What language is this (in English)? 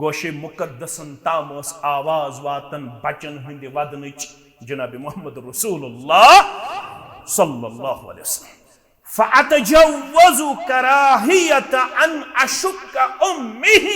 Kashmiri